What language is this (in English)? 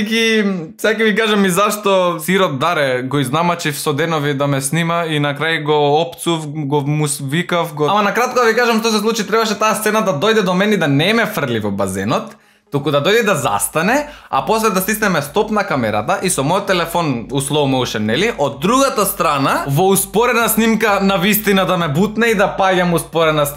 Macedonian